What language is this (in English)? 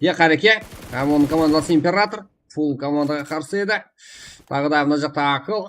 Kara-Kalpak